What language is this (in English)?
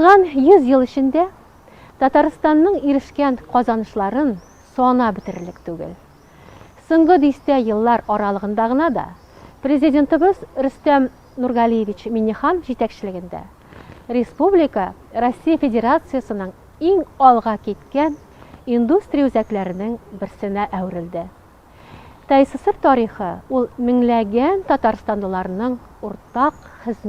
Tatar